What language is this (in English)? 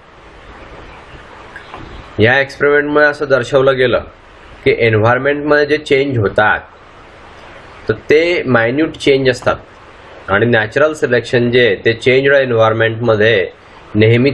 Marathi